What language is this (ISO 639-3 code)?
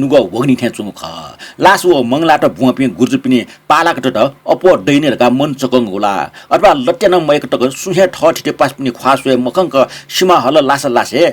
new